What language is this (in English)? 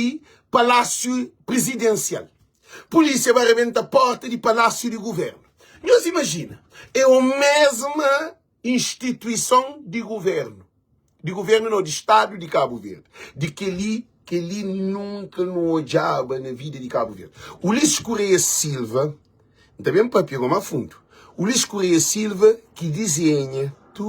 Kabuverdianu